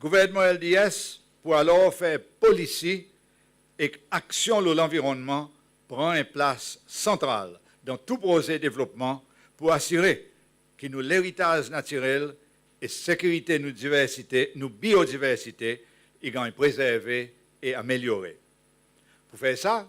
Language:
Seselwa Creole French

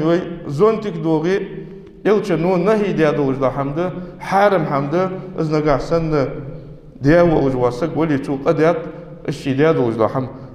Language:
Ingush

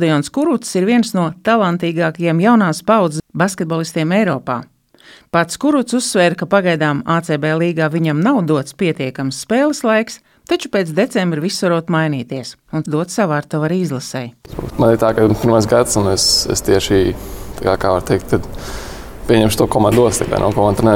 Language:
Latvian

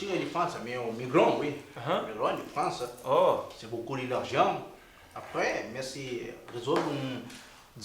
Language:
Kabuverdianu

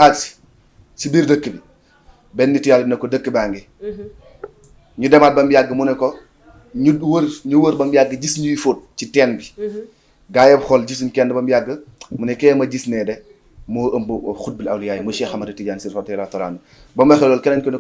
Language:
Wolof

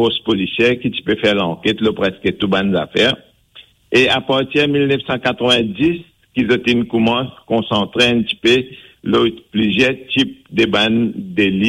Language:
Morisyen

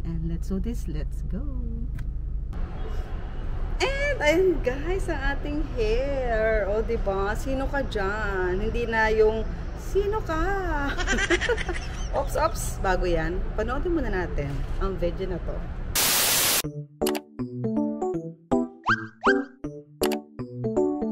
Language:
Filipino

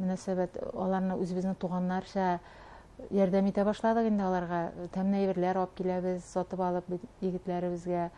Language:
Bashkir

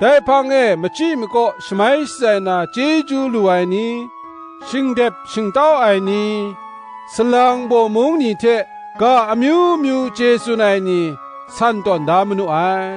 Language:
Kachin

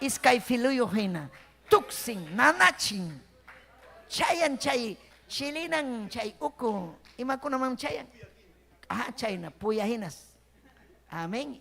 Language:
Ayacucho Quechua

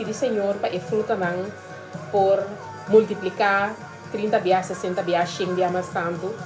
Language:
Papiamento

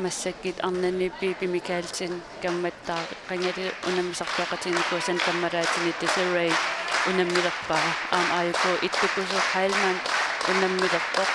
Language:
Kalaallisut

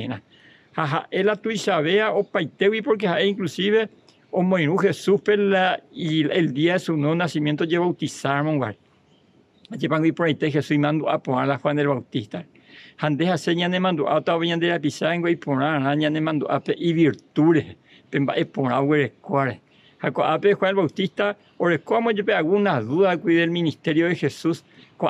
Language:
Guarani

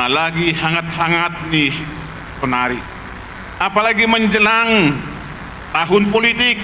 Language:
Batak Simalungun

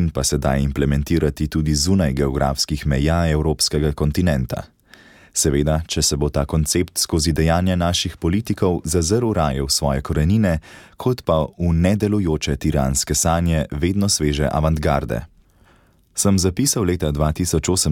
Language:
Slovenian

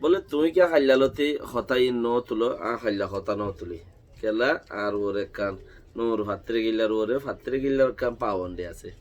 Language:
Rohingya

